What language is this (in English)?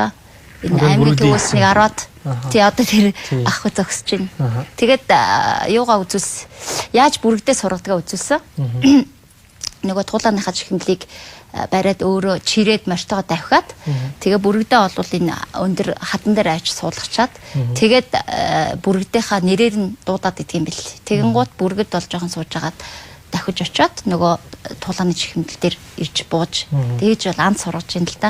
Mongolian